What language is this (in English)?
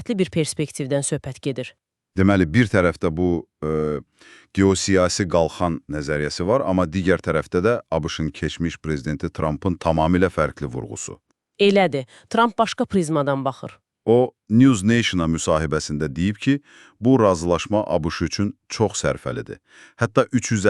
Azerbaijani